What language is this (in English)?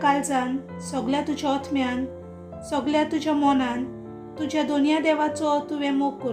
Konkani